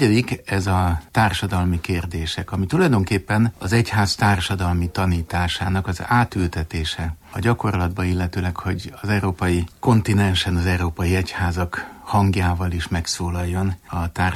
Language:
Hungarian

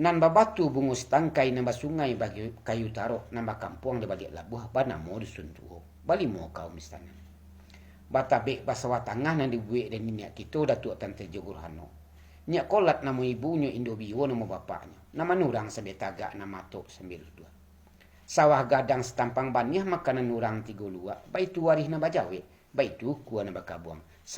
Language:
Minangkabau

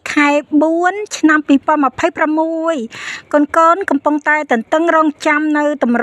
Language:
Khmer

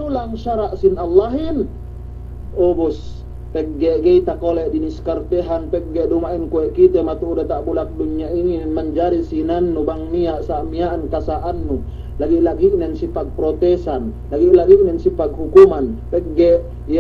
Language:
Yakan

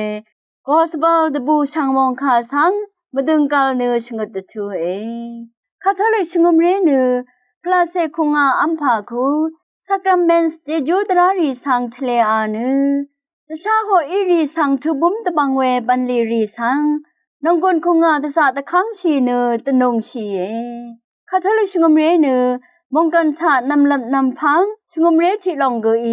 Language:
Rawang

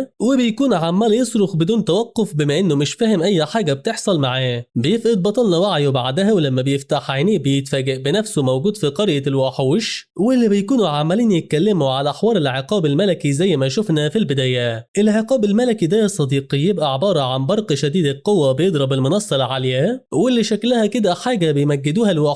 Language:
Egyptian Arabic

